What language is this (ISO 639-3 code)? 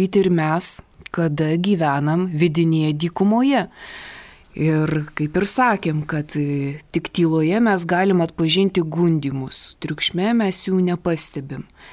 lit